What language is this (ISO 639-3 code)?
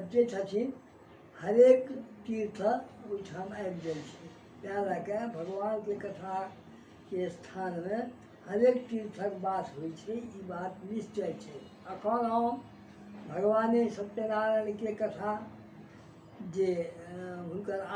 mai